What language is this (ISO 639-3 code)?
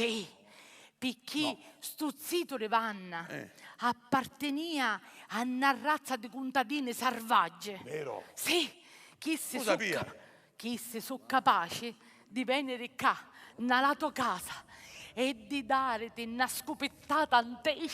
scn